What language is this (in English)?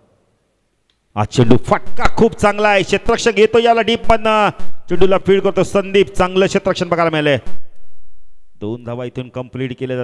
Marathi